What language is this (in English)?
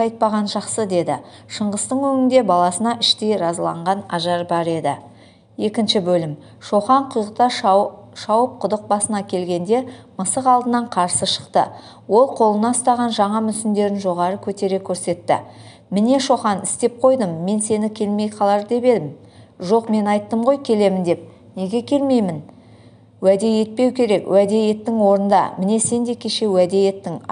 Kazakh